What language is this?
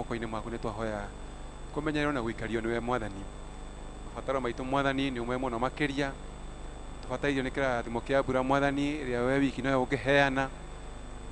Kikuyu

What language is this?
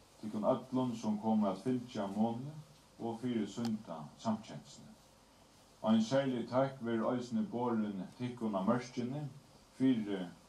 Faroese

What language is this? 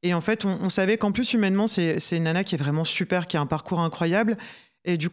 French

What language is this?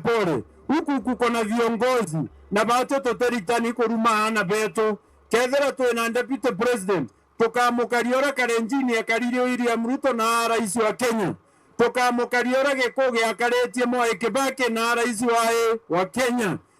Meru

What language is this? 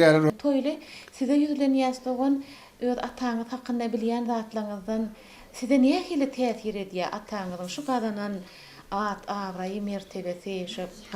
Turkmen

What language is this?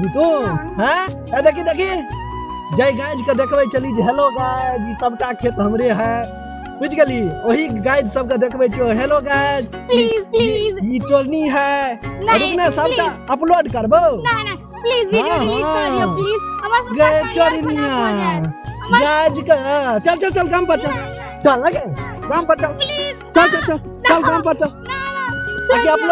Maithili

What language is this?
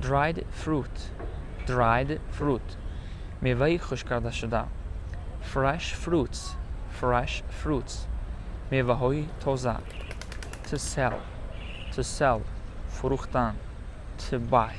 Tajik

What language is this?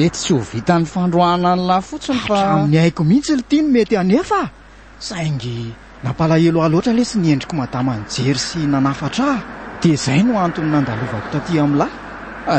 Malagasy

